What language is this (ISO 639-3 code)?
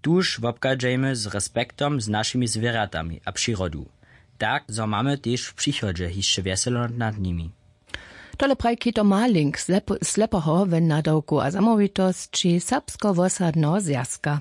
hsb